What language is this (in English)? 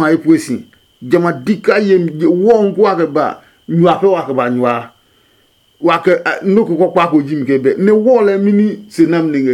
Adangme